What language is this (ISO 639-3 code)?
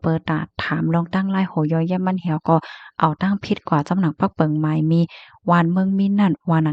shn